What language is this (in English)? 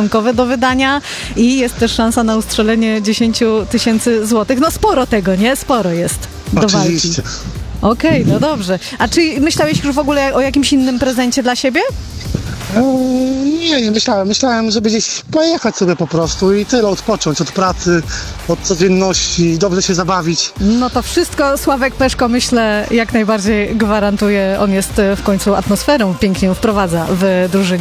Polish